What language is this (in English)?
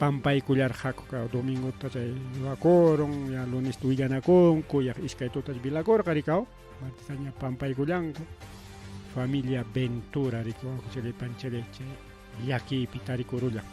Ayacucho Quechua